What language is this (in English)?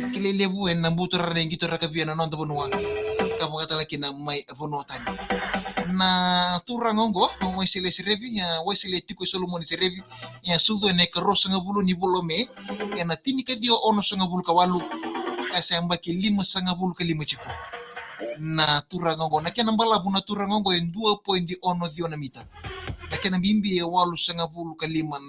Fijian